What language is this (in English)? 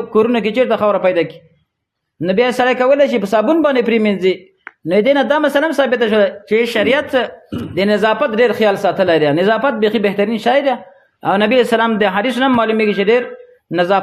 Pashto